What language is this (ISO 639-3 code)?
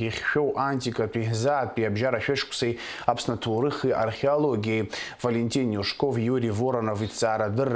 abk